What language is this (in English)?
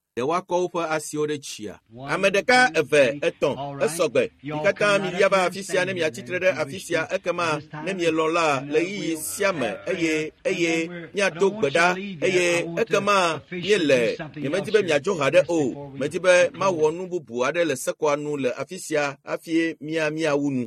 Ewe